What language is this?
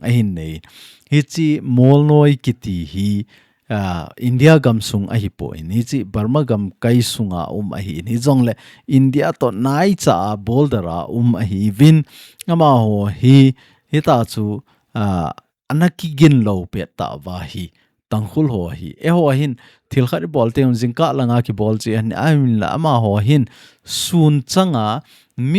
Thado Chin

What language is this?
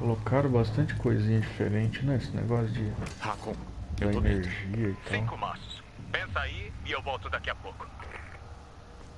Portuguese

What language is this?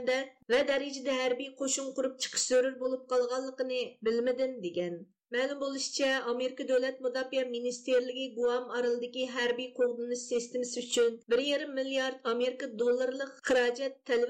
Uyghur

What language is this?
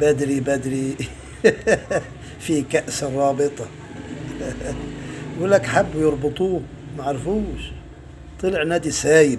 Egyptian Arabic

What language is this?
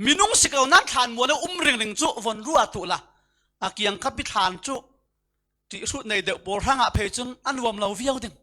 Falam Chin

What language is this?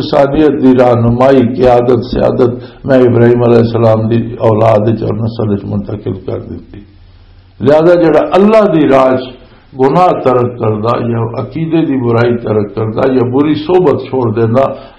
Western Panjabi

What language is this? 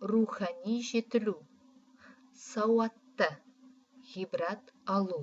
Kazakh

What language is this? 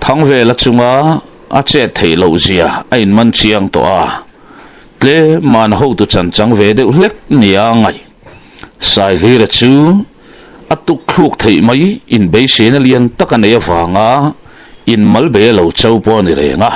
Mizo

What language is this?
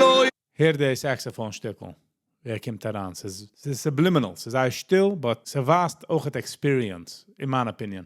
Yiddish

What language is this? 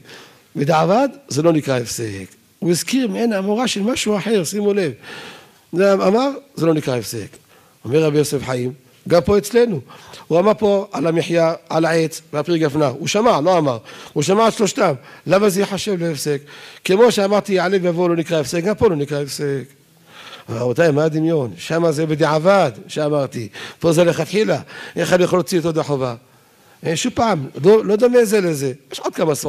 Hebrew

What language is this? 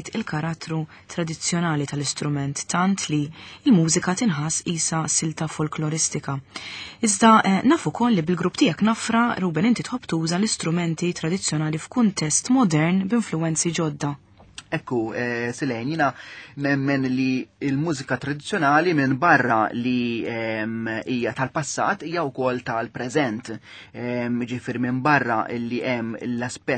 Maltese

